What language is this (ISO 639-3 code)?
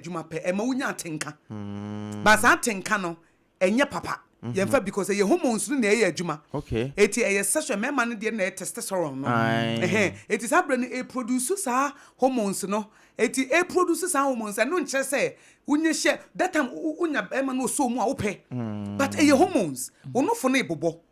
aka